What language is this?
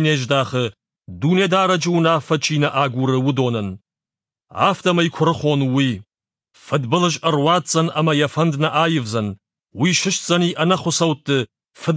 Ossetic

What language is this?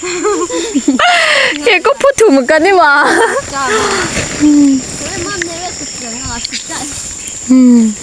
Lahu Shi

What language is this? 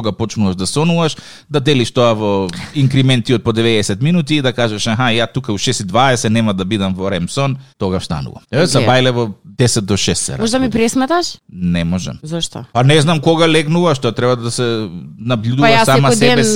Macedonian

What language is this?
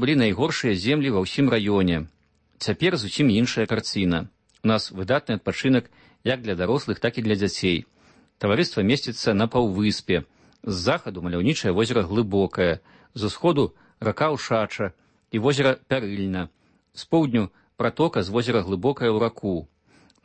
Belarusian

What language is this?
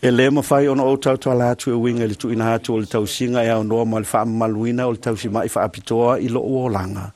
Samoan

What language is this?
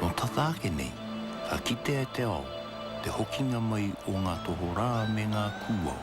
Māori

